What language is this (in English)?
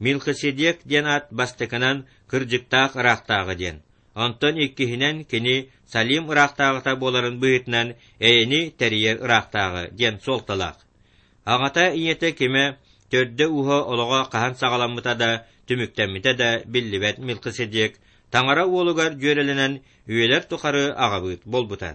Yakut